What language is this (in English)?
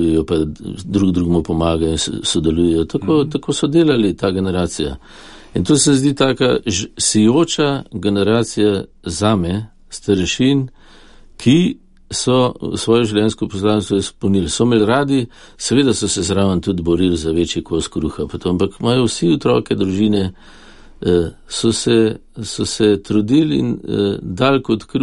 Slovenian